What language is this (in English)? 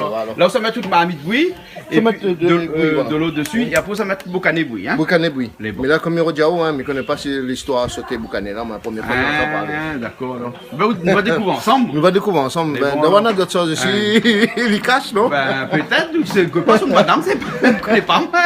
Réunion Creole French